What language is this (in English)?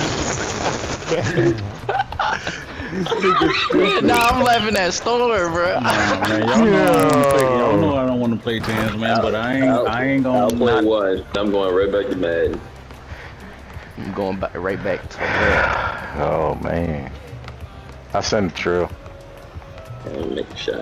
English